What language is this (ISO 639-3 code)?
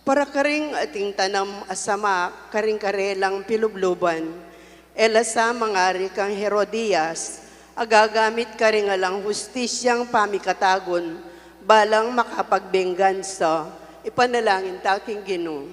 pam